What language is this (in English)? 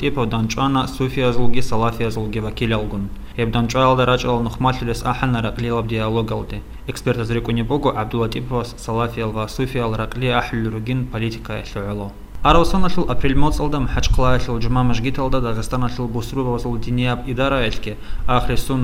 Avaric